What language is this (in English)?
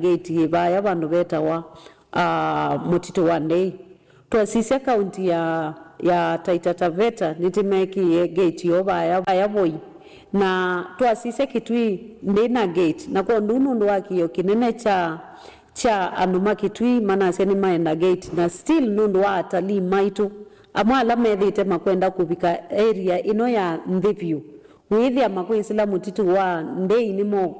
Kamba